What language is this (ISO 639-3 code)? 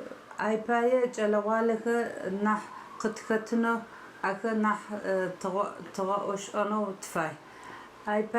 ady